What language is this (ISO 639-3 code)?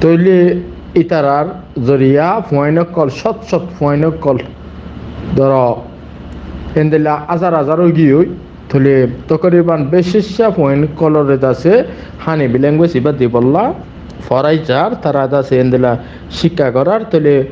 rhg